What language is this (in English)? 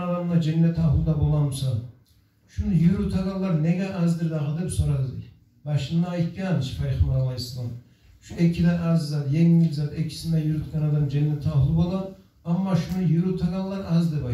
Kumyk